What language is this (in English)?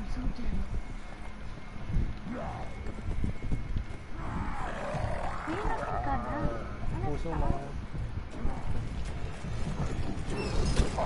Filipino